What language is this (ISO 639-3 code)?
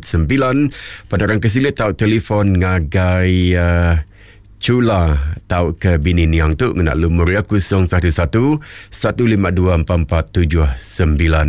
iba